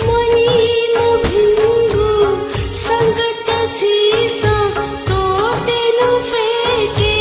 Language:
Newari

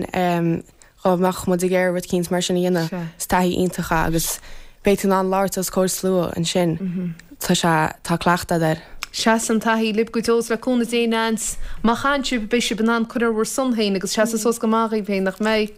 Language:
Irish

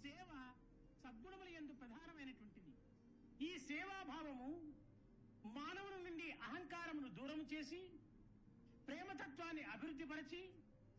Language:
Telugu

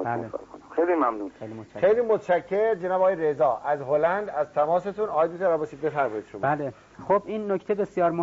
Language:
Persian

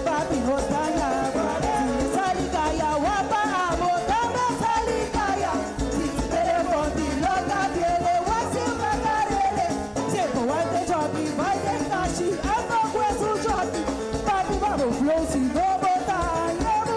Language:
Papiamento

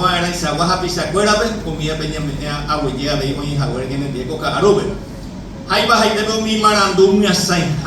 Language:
Guarani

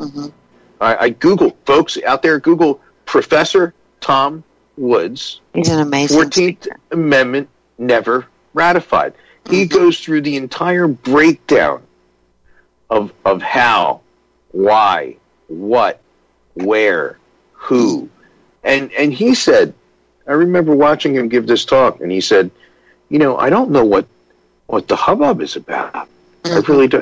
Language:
English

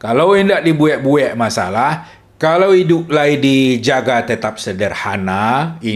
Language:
Minangkabau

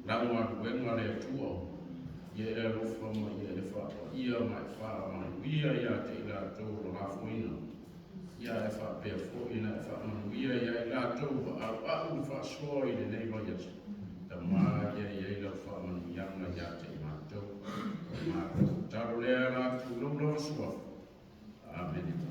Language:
Samoan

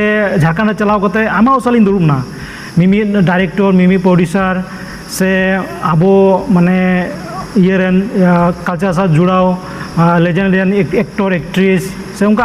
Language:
Santali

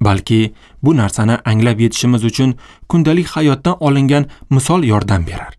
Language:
Uzbek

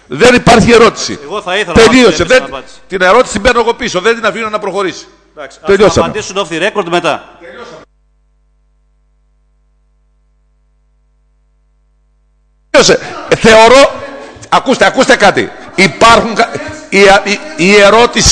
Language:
Greek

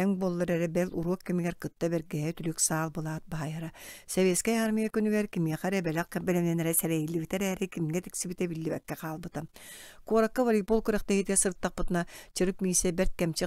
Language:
Yakut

